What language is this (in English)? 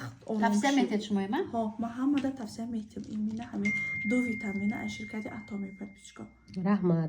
Tajik